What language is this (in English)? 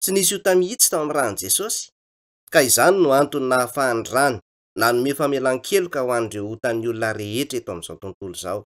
Malagasy